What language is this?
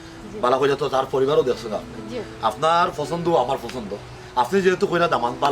Sylheti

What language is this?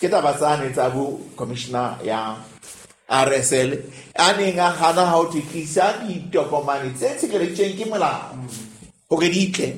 Southern Sotho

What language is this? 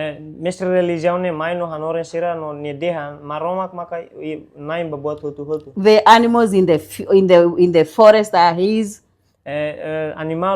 Tetum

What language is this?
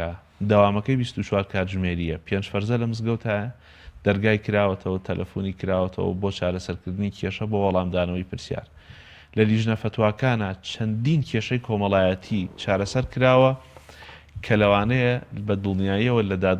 Central Kurdish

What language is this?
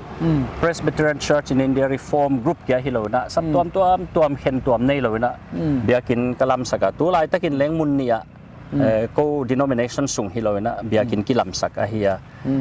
Paite Chin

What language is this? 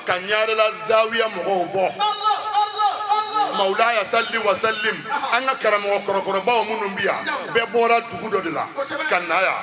Bambara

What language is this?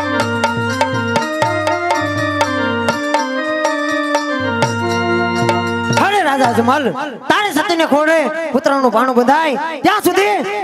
Gujarati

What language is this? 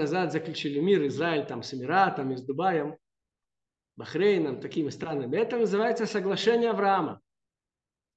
Russian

